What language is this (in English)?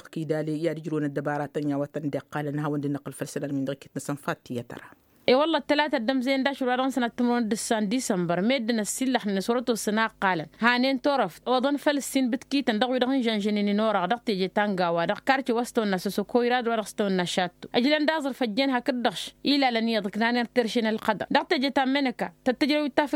Tamasheq